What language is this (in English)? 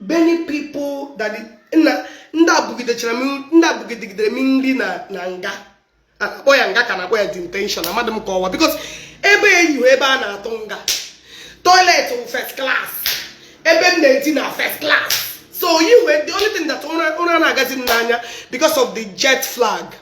Igbo